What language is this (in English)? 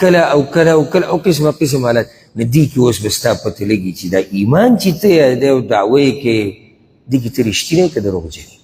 Pashto